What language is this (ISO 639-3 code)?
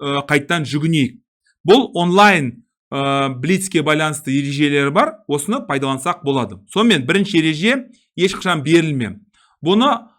kaz